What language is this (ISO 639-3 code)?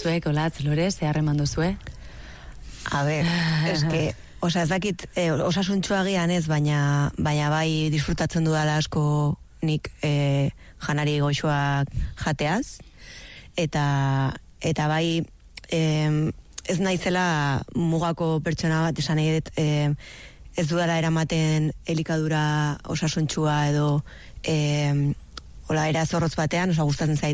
eus